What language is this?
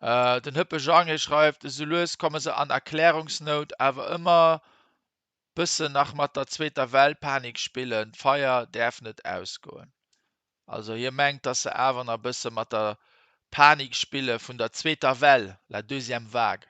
Luxembourgish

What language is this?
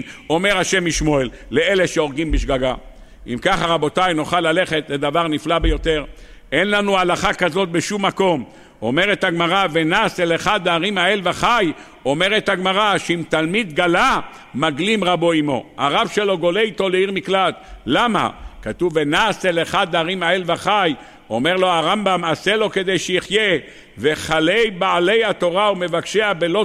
Hebrew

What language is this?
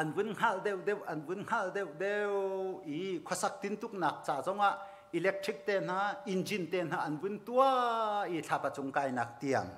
Hakha Chin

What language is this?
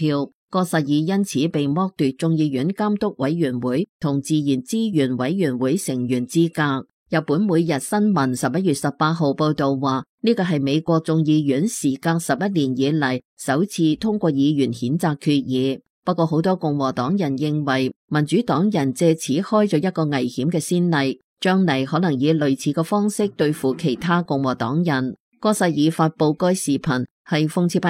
Cantonese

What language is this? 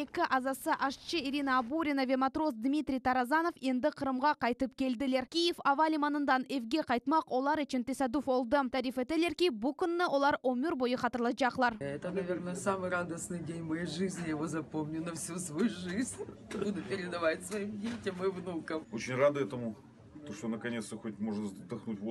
Crimean Tatar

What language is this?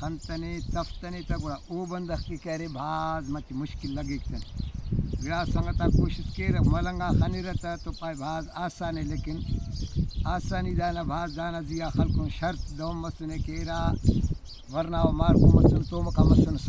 Brahui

